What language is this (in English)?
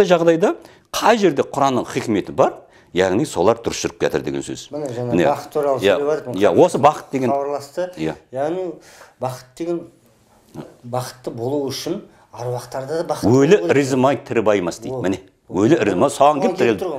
Kazakh